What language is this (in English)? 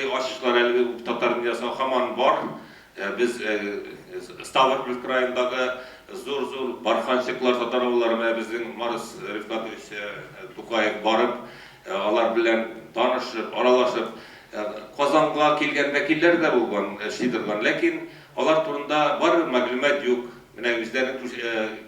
Tatar